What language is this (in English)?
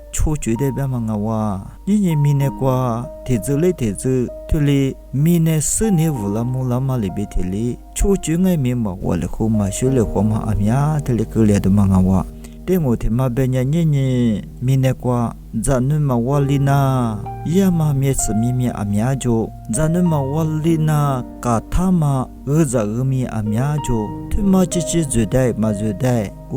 Lisu